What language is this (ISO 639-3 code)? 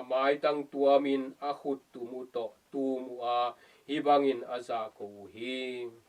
ctd